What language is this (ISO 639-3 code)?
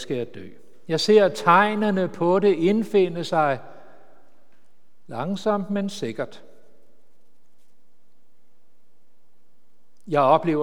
dan